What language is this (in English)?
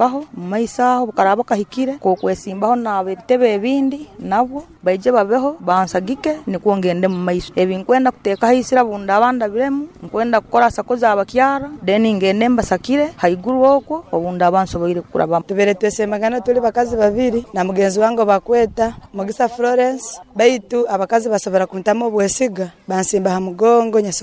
Nyoro